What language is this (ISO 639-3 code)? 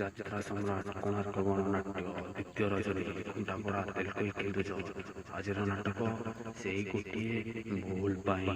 ori